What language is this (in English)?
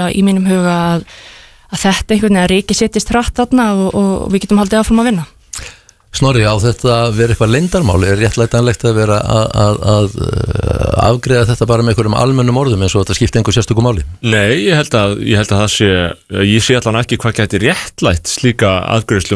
Icelandic